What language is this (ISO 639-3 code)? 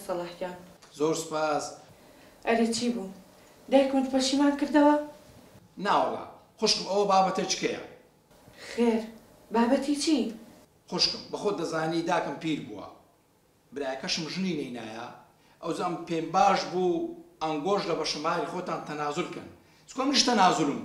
ckb